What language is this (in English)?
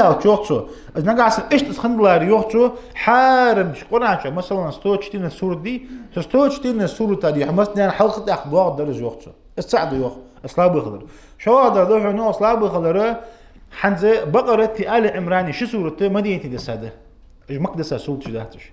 Ingush